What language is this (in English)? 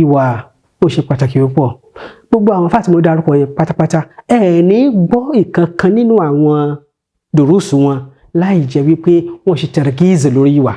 Yoruba